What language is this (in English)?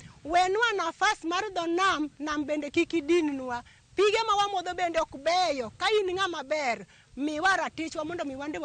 Luo (Kenya and Tanzania)